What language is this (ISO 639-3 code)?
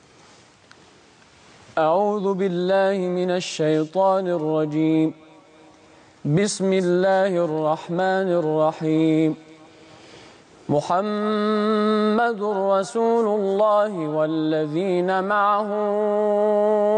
arz